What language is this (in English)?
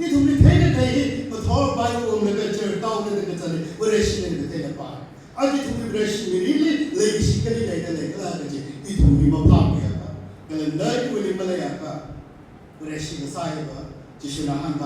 Tangkhul Naga (India)